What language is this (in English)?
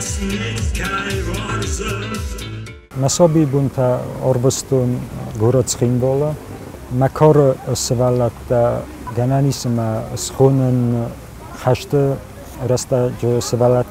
Ossetic